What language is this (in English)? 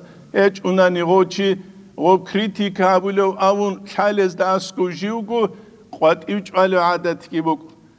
Avaric